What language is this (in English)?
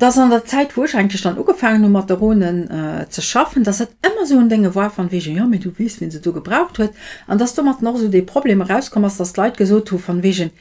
Luxembourgish